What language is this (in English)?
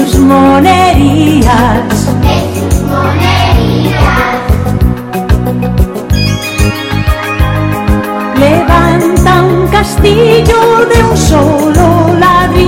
Spanish